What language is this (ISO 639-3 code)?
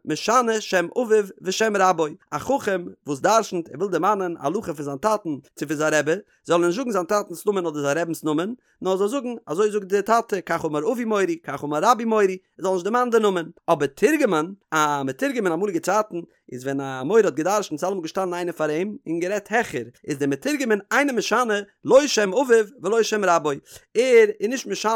yid